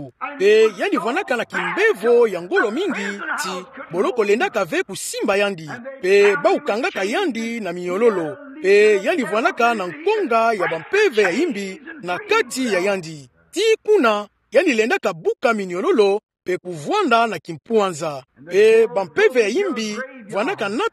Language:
Kituba (Democratic Republic of Congo)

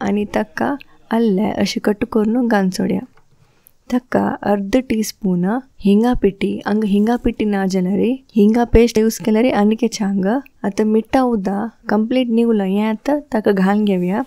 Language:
Konkani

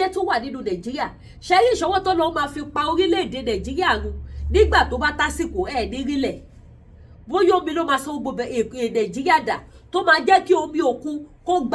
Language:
Yoruba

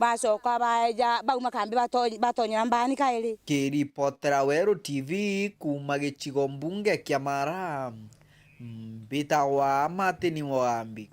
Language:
Meru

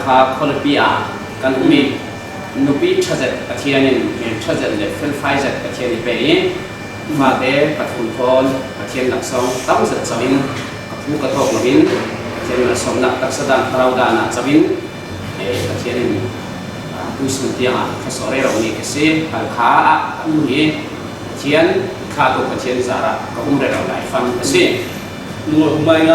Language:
Falam Chin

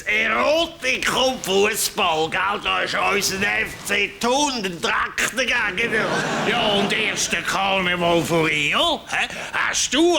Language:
Swiss German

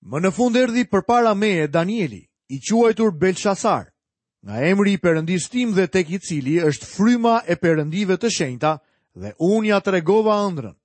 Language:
Albanian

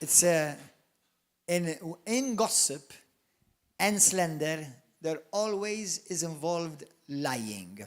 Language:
English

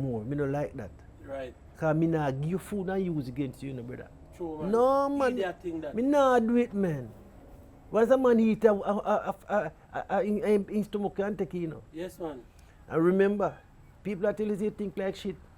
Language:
Jamaican Creole English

